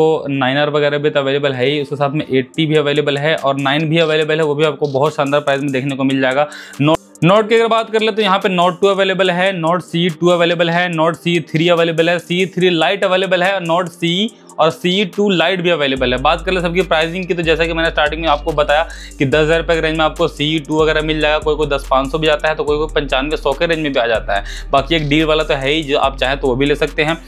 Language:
Hindi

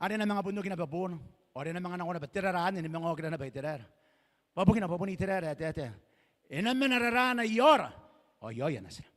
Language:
Gilbertese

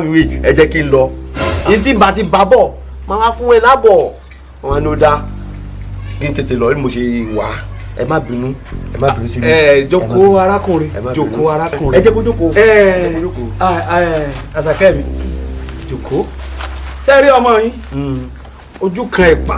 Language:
Yoruba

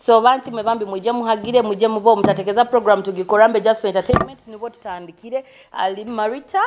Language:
Nyoro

